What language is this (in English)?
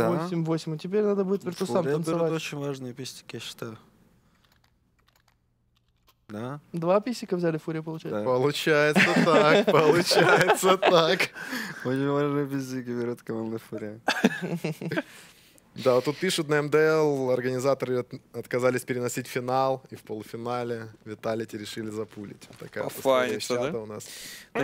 Russian